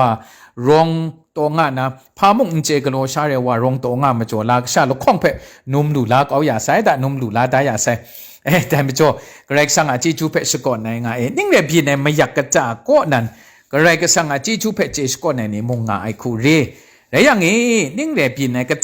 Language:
Kachin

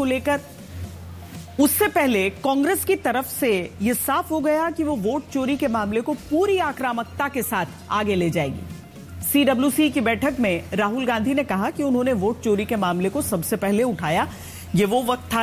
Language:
Hindi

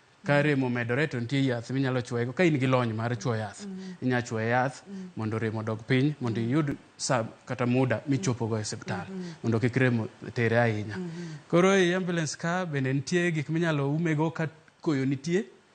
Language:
Luo (Kenya and Tanzania)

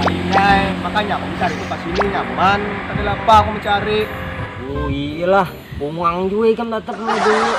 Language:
Banjar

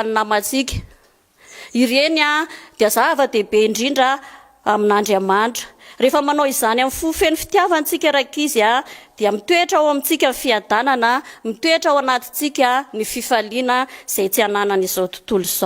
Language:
Malagasy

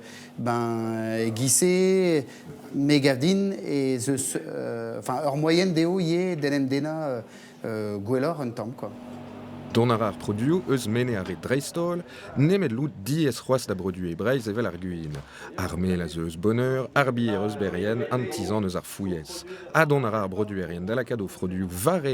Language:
Breton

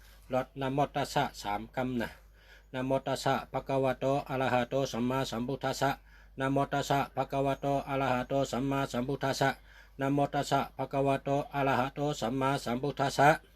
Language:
Shan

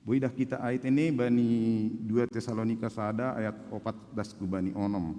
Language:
Batak Simalungun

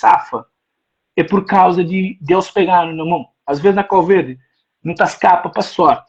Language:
Kabuverdianu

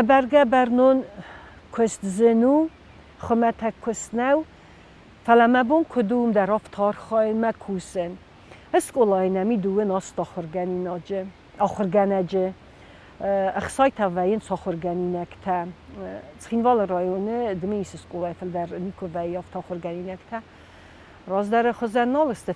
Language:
Ossetic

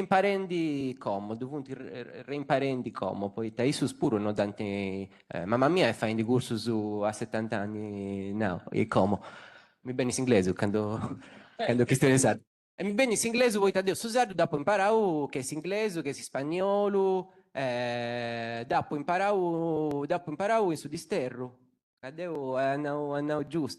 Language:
Sardinian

